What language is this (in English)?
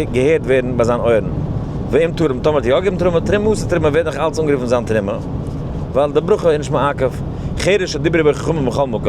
Yiddish